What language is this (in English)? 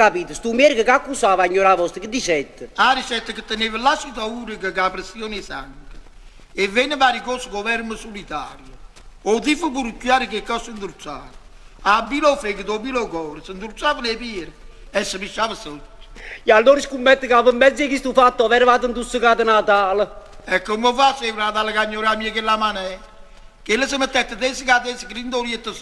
Neapolitan